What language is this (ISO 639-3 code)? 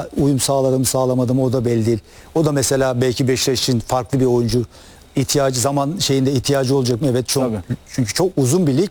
tur